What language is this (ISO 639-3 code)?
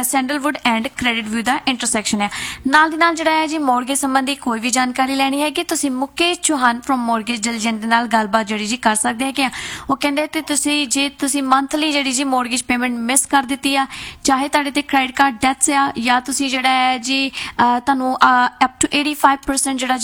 pan